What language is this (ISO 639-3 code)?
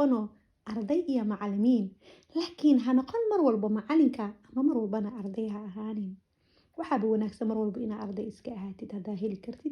som